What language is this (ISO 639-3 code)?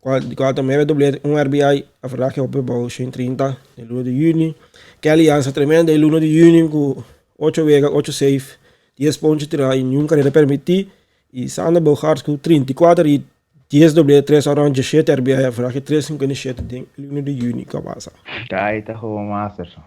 pap